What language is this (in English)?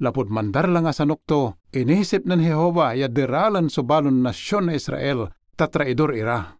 Pangasinan